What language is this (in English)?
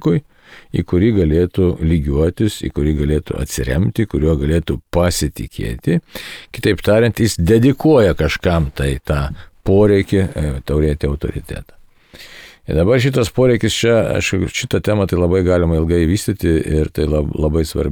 Lithuanian